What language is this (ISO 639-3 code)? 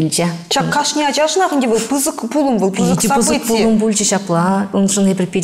chv